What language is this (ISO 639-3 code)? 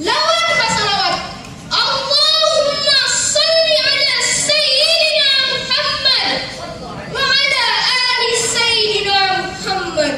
bjn